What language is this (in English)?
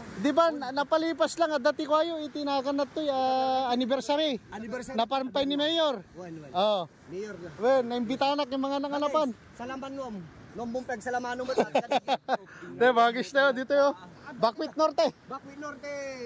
Iloko